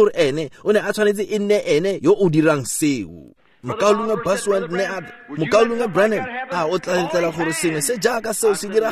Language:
Tswana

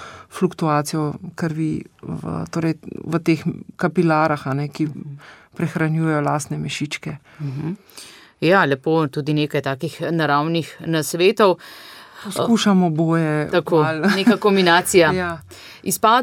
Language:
Slovenian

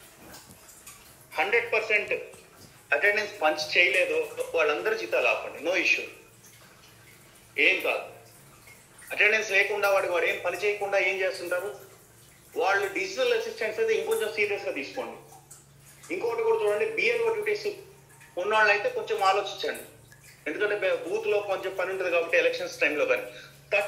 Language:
Telugu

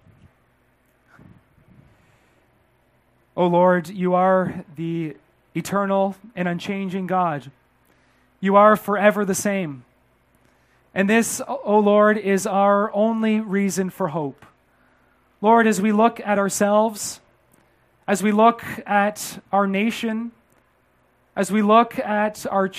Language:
English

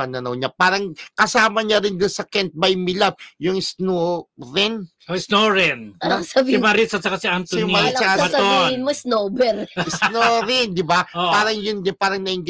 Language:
Filipino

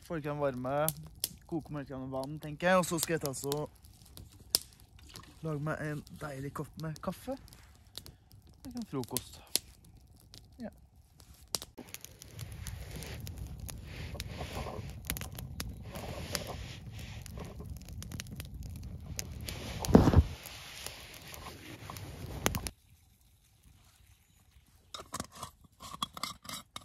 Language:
Norwegian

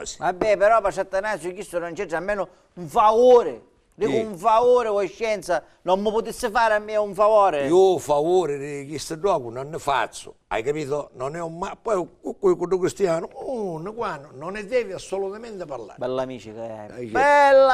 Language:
Sicilian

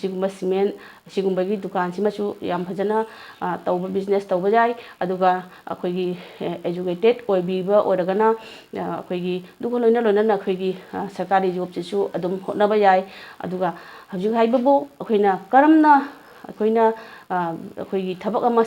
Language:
Manipuri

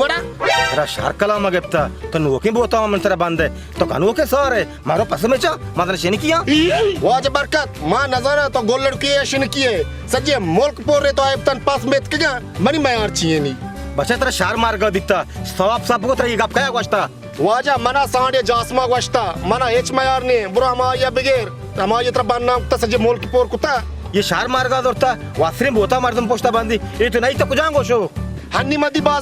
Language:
Baluchi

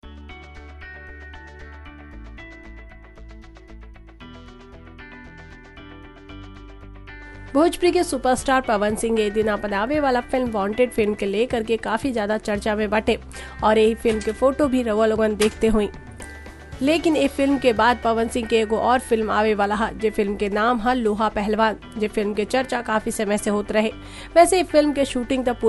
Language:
Bhojpuri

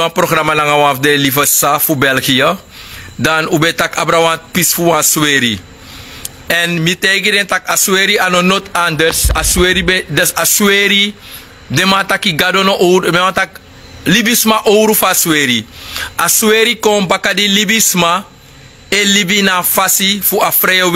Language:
Sranan Tongo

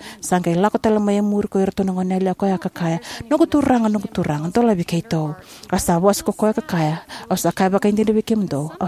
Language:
Fijian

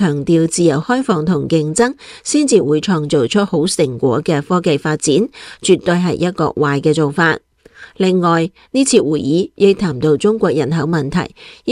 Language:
Cantonese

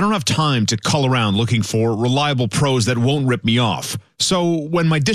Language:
English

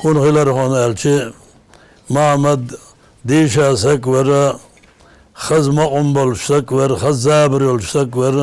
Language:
Ingush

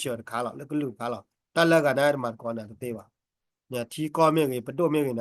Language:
S'gaw Karen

